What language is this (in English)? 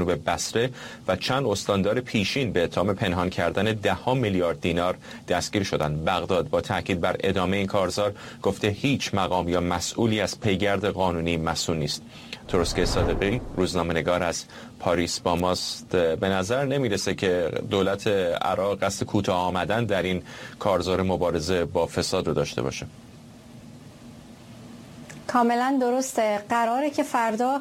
Persian